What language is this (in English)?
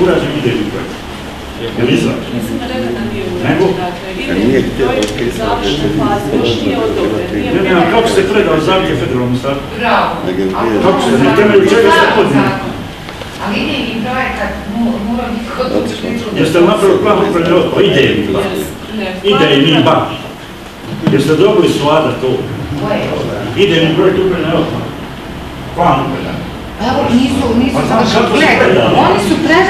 Croatian